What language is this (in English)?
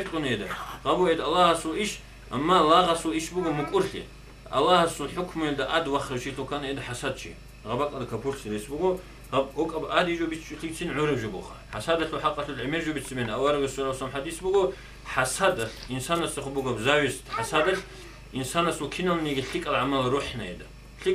Avaric